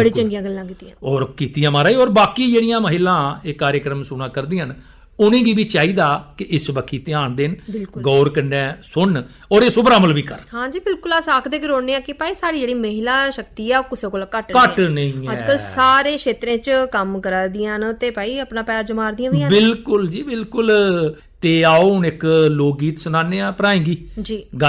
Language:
Dogri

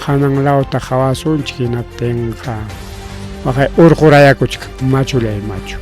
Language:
Ayacucho Quechua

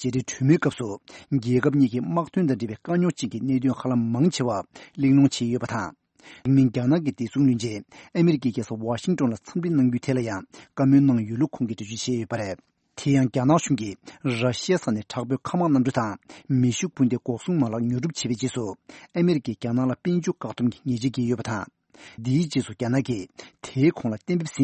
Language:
Tibetan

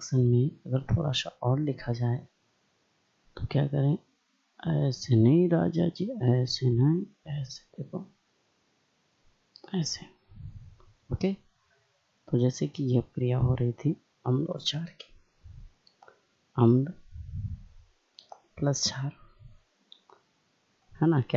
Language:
Hindi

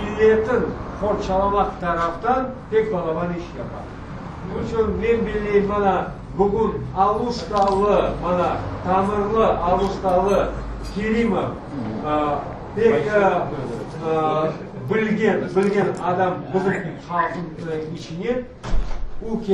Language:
Crimean Tatar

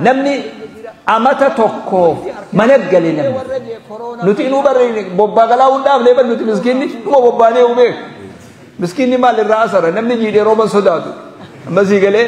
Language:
Oromo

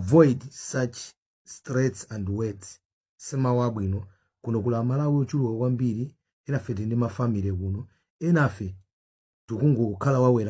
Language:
Nyanja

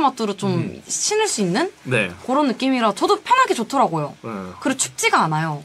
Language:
Korean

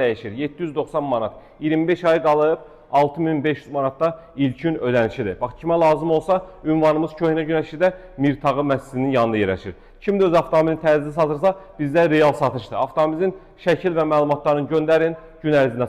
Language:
Azerbaijani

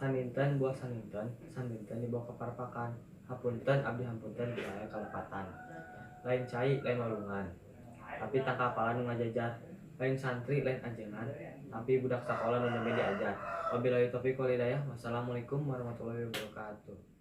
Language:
Sundanese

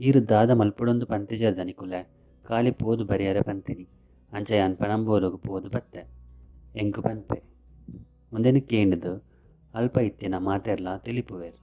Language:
Tulu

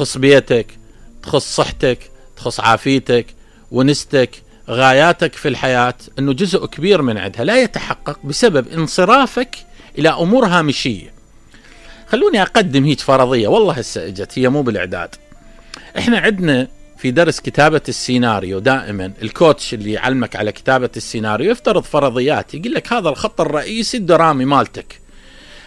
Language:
Mesopotamian Arabic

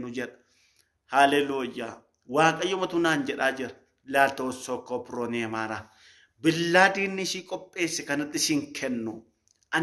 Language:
Oromo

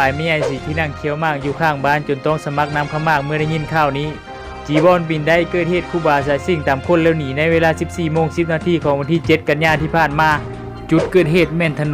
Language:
Lao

